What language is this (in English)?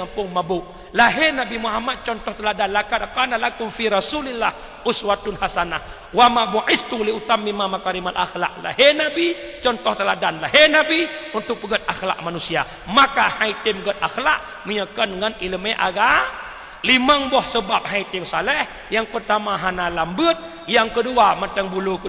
Achinese